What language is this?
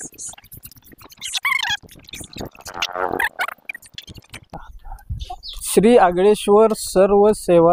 Marathi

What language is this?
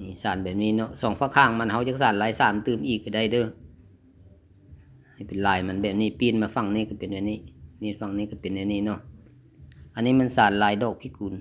Lao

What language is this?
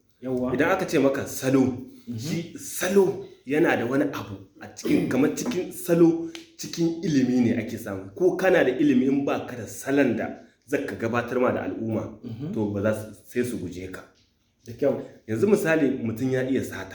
Hausa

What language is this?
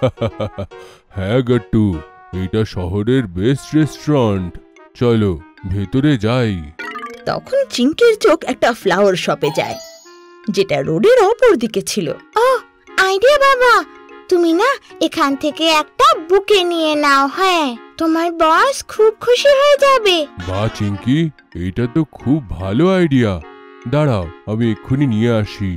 Bangla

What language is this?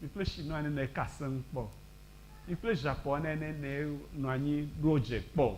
Ewe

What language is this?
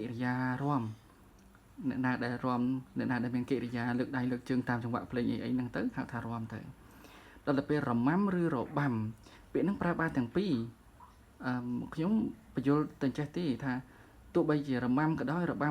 Khmer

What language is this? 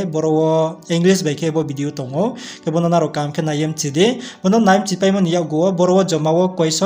Riang (India)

